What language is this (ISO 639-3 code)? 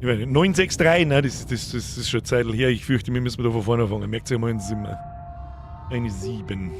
bar